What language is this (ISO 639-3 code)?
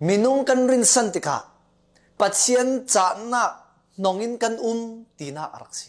cfm